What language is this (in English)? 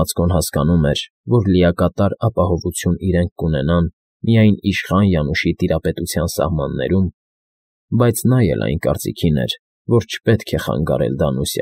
Armenian